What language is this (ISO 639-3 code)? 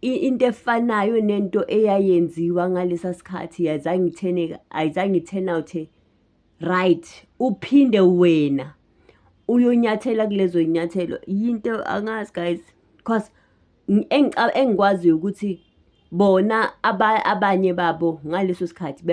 zul